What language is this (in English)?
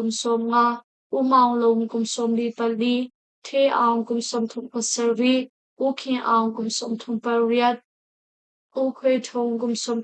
Hakha Chin